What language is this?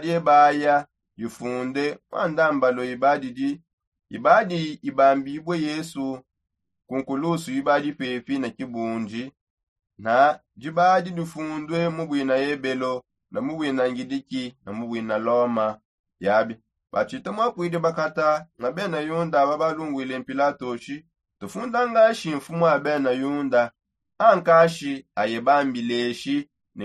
Songe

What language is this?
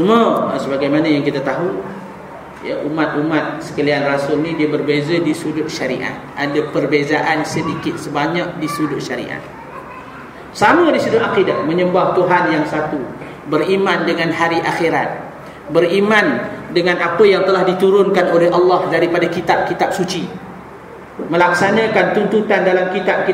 Malay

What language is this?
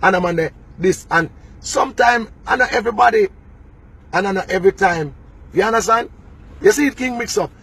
Jamaican Creole English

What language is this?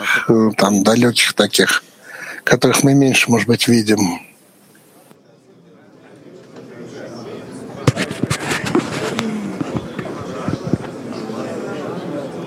Russian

